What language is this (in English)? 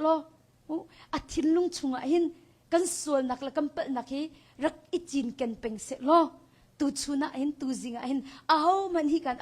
Hakha Chin